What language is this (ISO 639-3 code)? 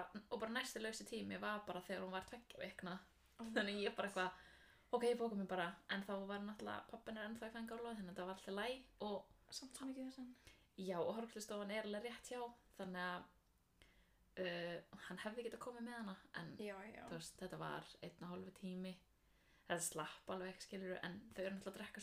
isl